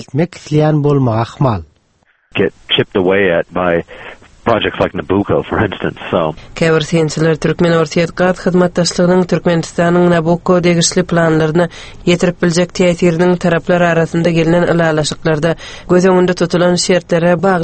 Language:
Turkmen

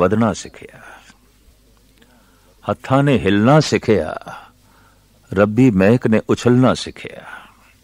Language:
Punjabi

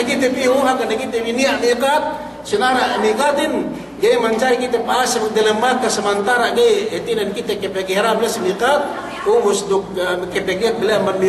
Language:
Yakan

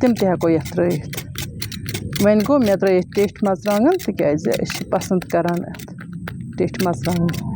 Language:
Kashmiri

